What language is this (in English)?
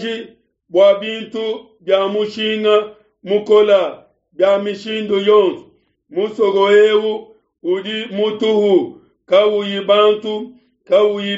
Luba-Lulua